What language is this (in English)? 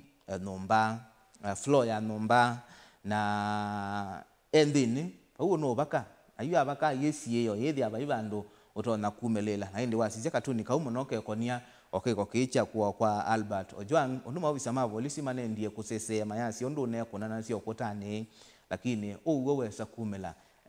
Kamba